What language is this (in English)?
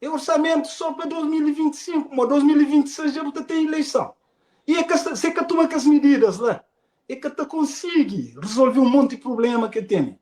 Kabuverdianu